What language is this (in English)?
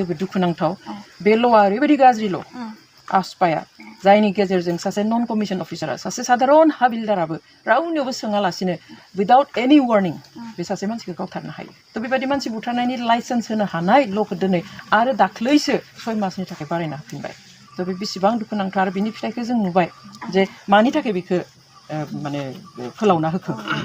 Bodo